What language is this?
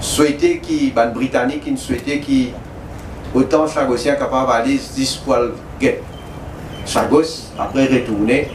Morisyen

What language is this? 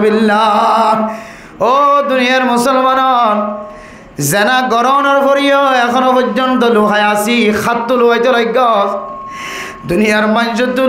Rohingya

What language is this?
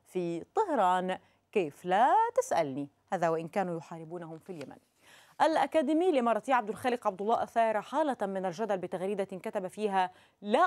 Arabic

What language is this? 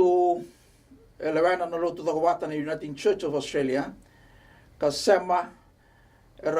Fijian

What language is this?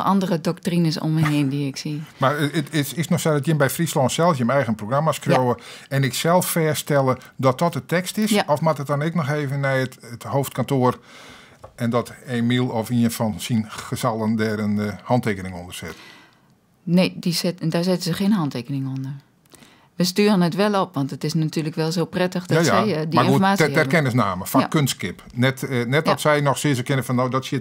Western Frisian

